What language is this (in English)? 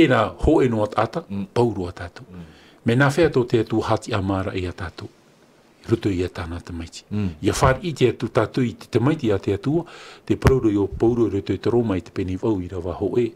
Tahitian